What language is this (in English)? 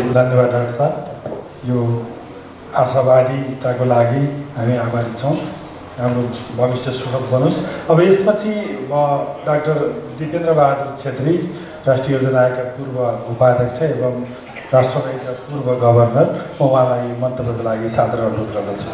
Nepali